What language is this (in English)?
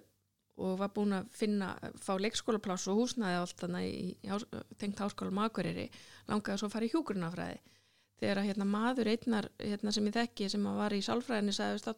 Icelandic